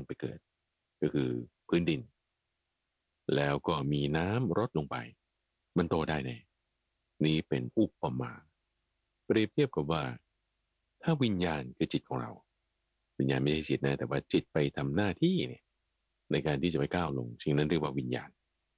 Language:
Thai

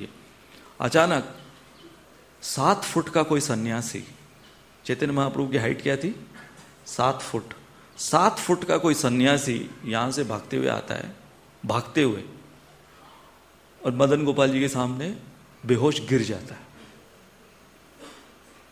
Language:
Hindi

